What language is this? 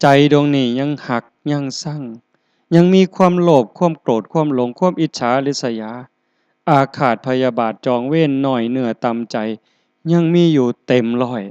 Northeastern Thai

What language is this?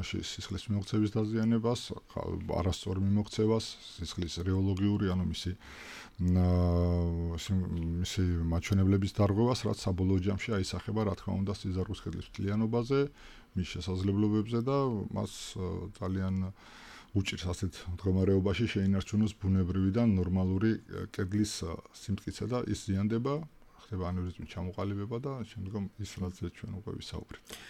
Georgian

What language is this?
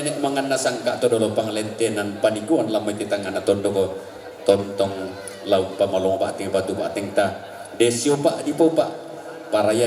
Toraja-Sa'dan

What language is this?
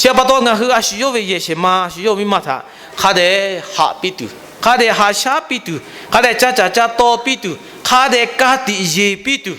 Lahu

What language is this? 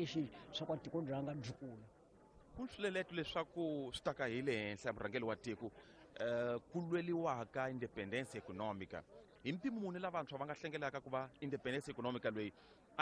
Tsonga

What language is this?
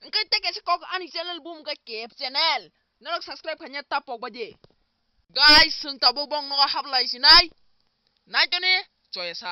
Kok Borok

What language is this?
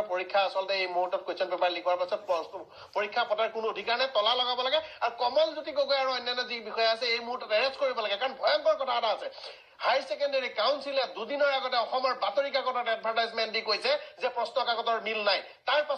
Assamese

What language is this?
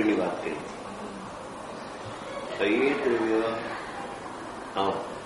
Gujarati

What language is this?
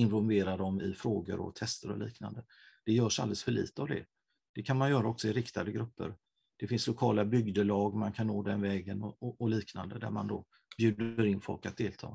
Swedish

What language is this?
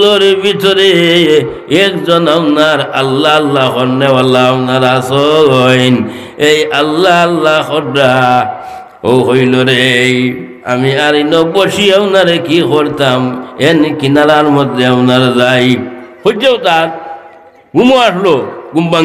Sylheti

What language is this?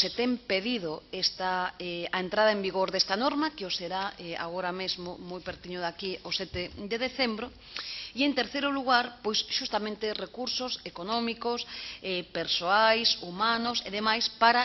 Galician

